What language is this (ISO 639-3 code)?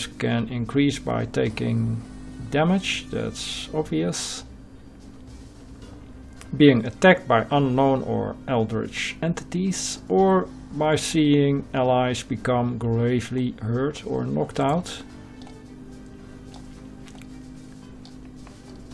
eng